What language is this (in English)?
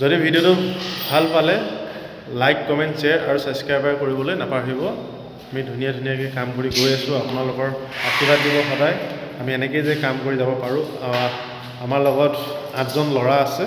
Assamese